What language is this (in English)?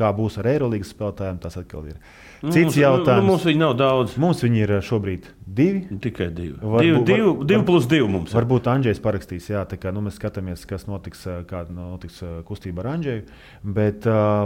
Latvian